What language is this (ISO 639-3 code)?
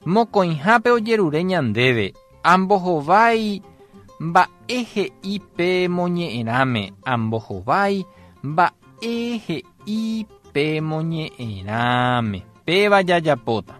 grn